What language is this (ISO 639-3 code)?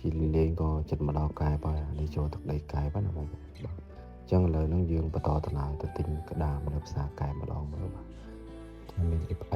khm